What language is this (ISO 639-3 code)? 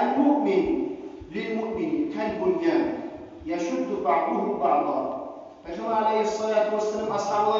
kum